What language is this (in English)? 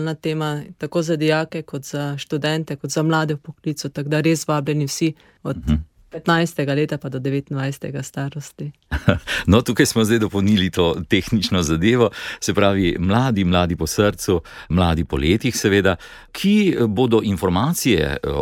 Slovenian